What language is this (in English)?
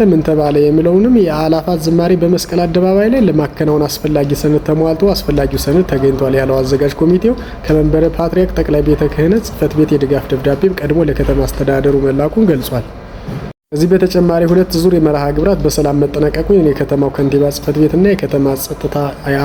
Amharic